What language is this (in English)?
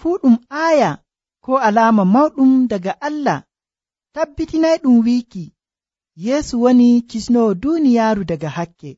Nigerian Fulfulde